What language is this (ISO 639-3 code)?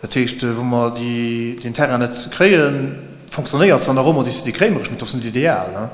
ltz